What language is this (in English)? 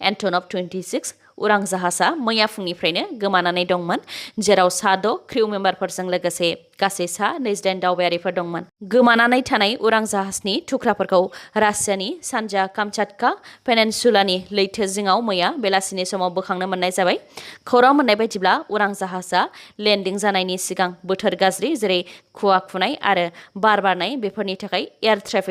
Bodo